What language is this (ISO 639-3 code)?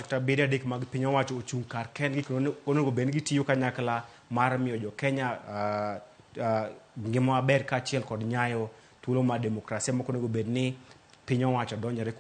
luo